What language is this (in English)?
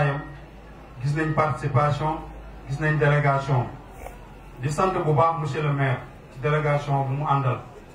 Wolof